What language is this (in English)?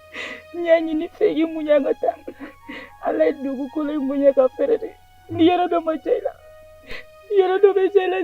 Bambara